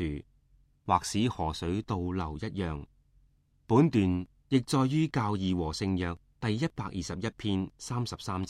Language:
Cantonese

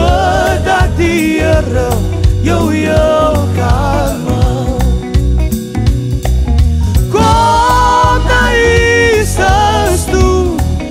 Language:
Afrikaans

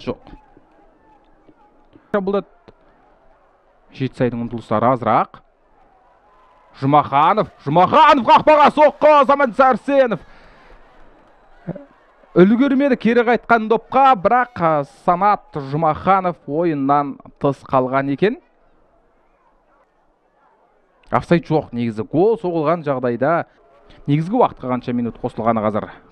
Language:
Kazakh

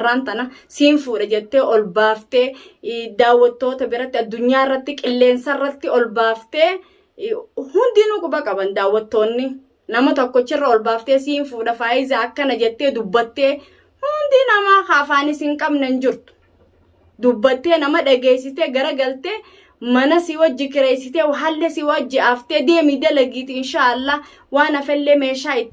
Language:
Oromo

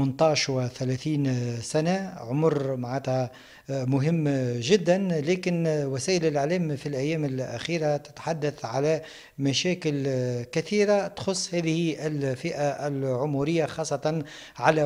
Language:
Tunisian Arabic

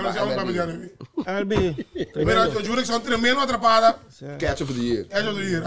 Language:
Papiamento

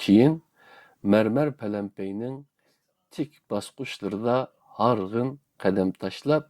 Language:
Uyghur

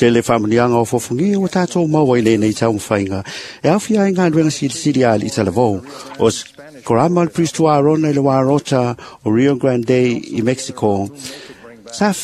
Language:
Samoan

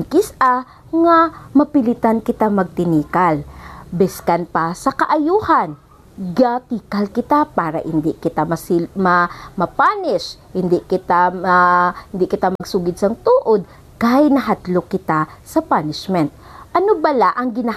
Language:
Hiligaynon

